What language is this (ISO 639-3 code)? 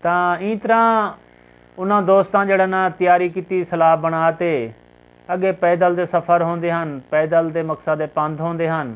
skr